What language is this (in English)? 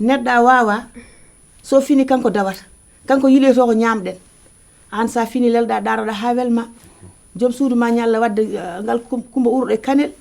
Fula